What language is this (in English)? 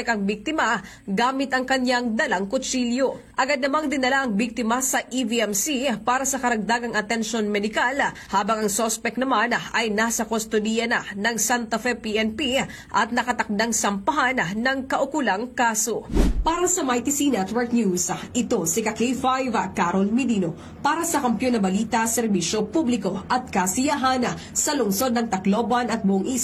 Filipino